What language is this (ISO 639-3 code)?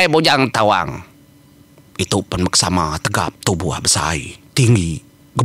iba